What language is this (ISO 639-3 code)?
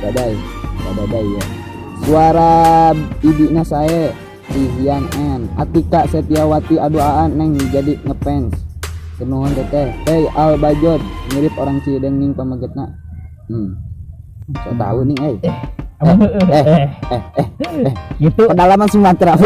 sun